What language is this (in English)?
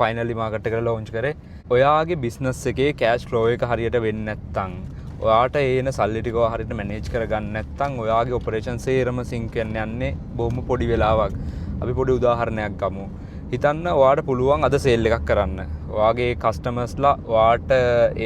Sinhala